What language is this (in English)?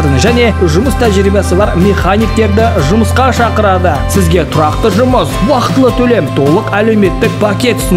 Kazakh